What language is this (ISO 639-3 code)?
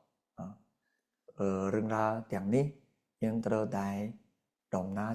khm